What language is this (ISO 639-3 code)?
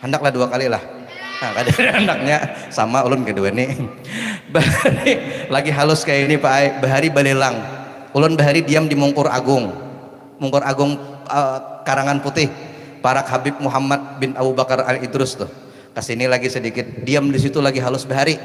bjn